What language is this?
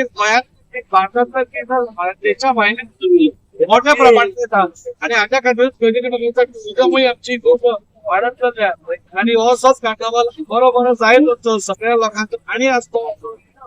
Konkani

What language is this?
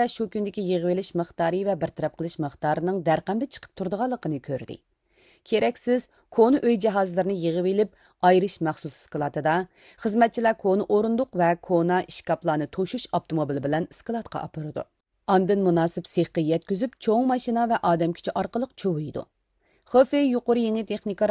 Uyghur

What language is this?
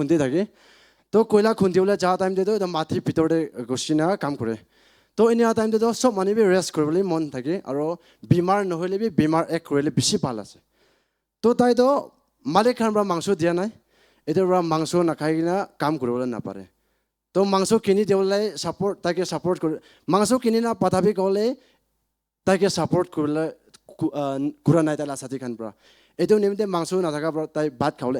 Naga Pidgin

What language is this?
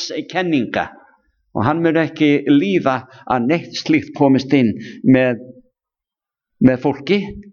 Icelandic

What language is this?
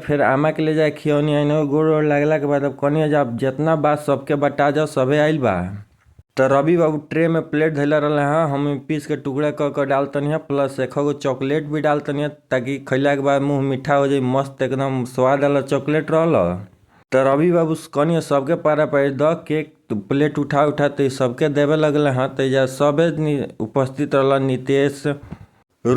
Bhojpuri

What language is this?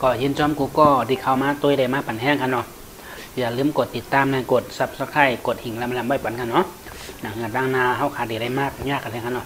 Shan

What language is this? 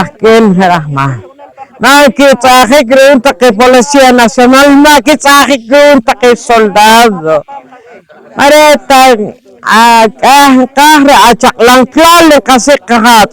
Poqomchi'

